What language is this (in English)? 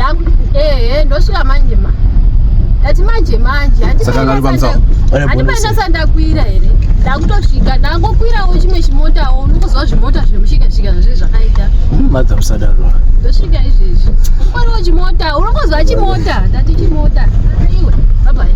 Shona